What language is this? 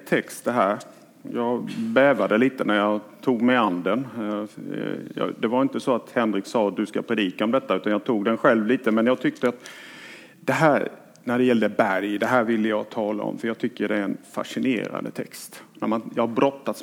Swedish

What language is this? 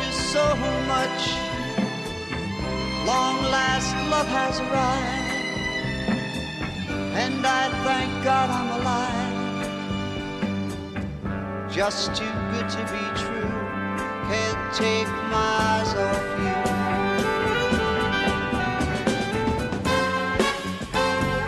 English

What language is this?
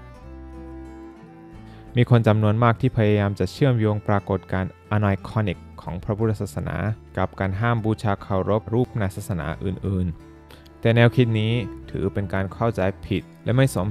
Thai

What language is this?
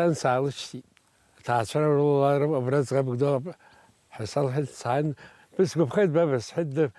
Abkhazian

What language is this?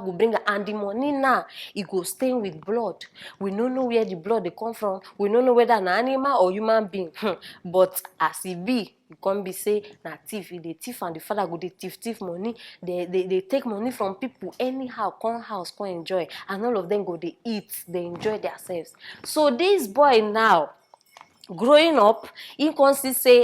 Nigerian Pidgin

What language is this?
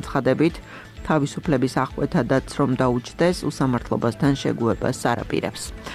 Georgian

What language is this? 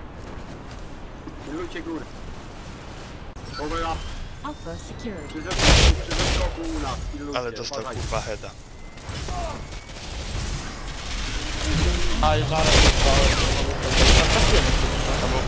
Polish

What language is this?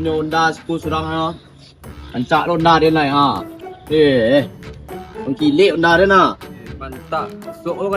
Minangkabau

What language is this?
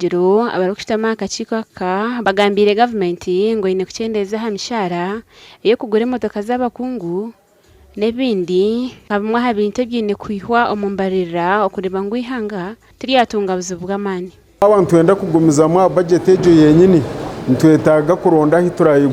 Nyankole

